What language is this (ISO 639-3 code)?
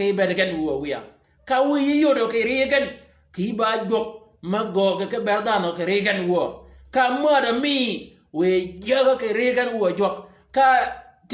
shk